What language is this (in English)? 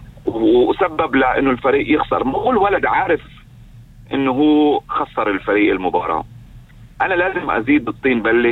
North Levantine Arabic